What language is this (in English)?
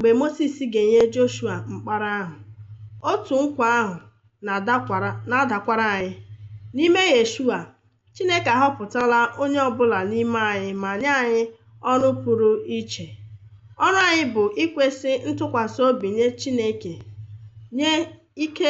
Igbo